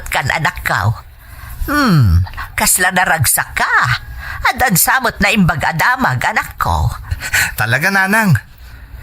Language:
Iloko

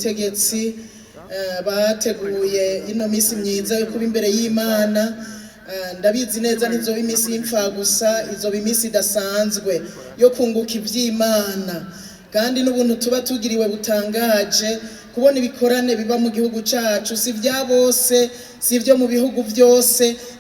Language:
Rundi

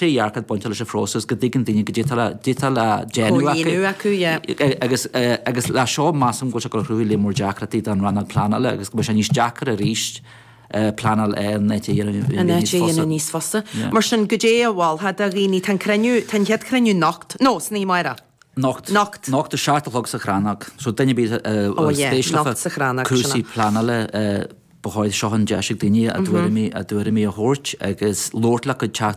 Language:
Irish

